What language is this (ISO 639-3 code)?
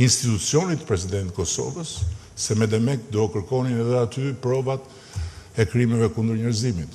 sqi